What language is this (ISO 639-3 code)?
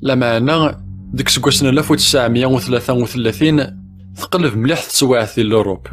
kab